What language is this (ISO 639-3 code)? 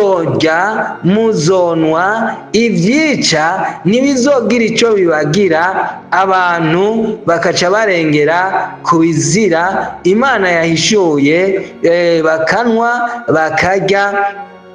run